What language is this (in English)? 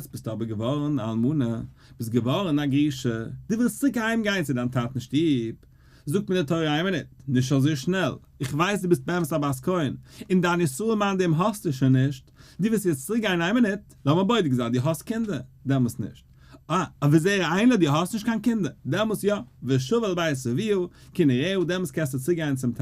Yiddish